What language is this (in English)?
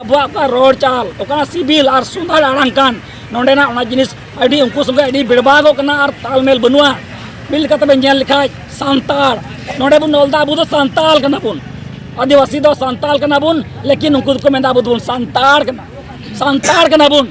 Santali